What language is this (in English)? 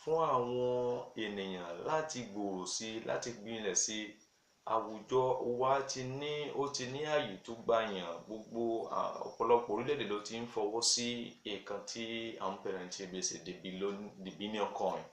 Yoruba